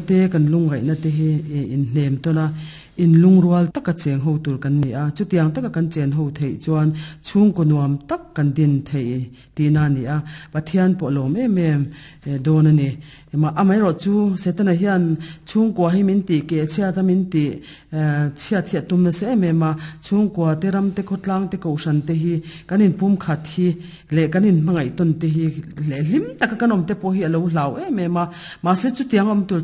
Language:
Mizo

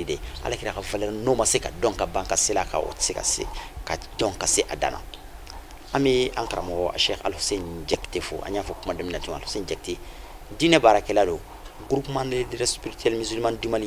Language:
Bambara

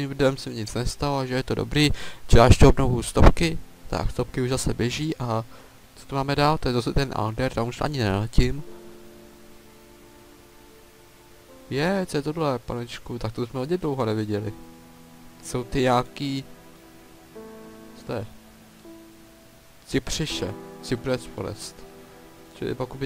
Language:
Czech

